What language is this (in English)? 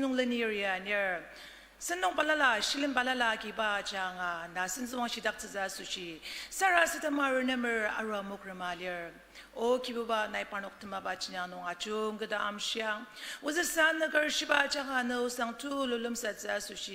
Ao Naga